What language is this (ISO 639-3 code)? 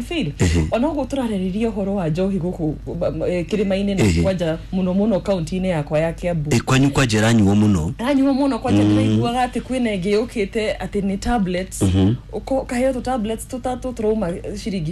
kik